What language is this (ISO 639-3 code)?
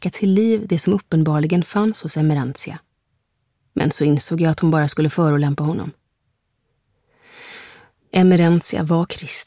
swe